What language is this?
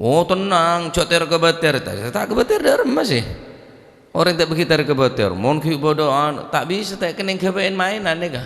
Madurese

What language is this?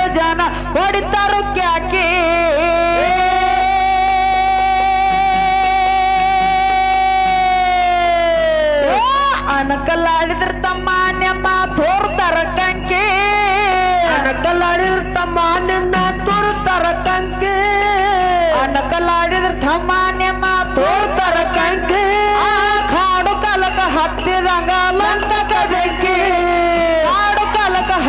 Kannada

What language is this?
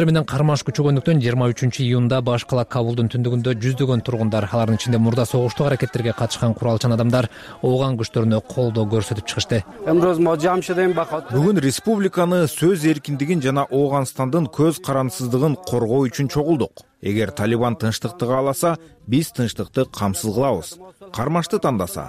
Kyrgyz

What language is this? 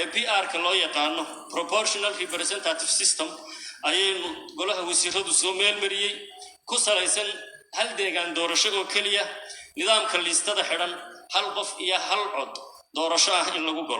Somali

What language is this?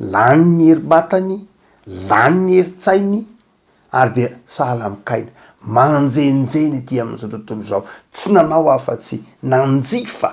Malagasy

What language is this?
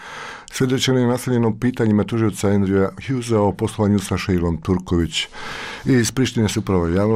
Bosnian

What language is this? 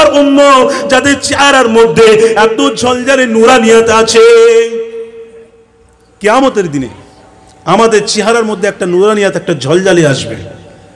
Bangla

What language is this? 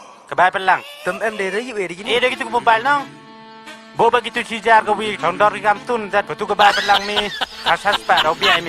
Khasi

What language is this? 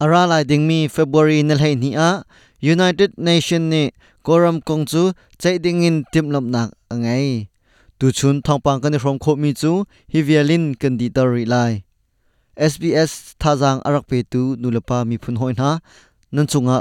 Hakha Chin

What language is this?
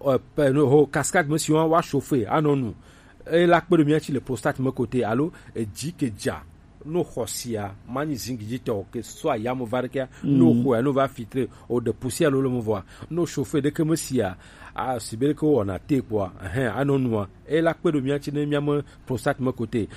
Gen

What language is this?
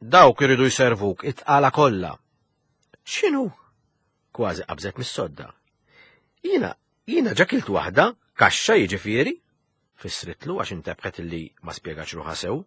Maltese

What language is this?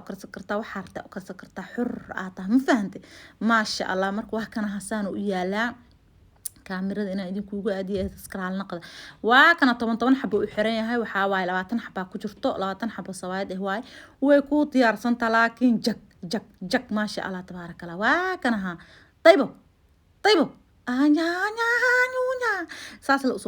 Somali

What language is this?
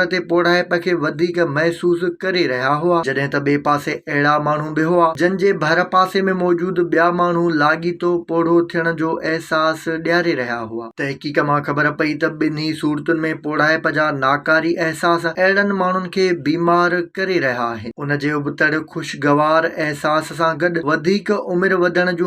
Sindhi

